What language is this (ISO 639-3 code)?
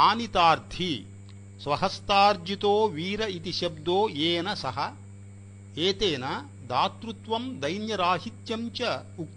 san